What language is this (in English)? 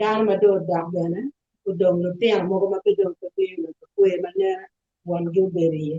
Acoli